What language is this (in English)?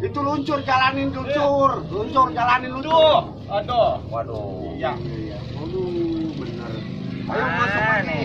Betawi